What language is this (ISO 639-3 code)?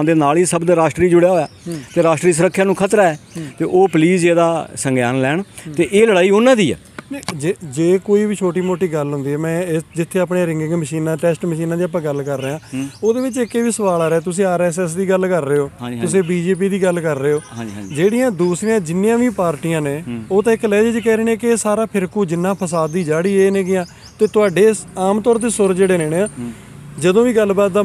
pan